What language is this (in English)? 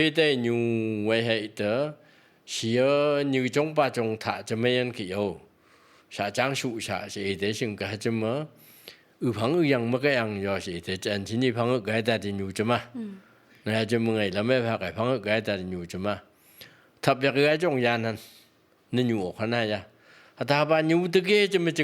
Phom Naga